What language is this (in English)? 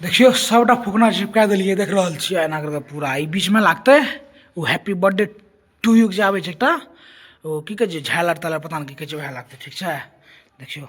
Maithili